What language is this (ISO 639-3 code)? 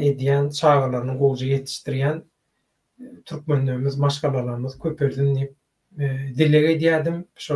tuk